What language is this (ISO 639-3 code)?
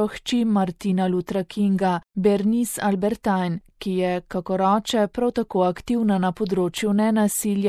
slv